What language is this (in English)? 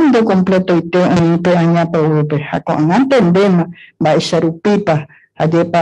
Guarani